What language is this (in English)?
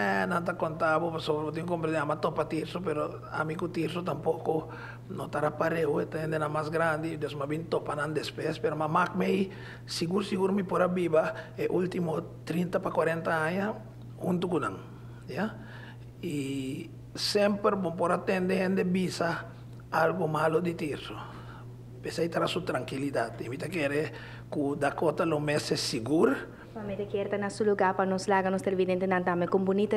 Papiamento